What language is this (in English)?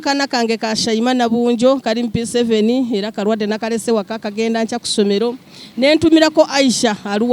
Nyankole